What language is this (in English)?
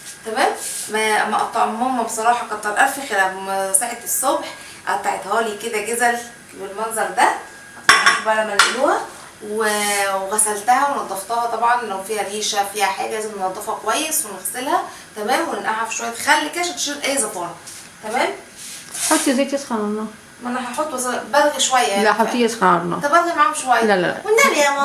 Egyptian Arabic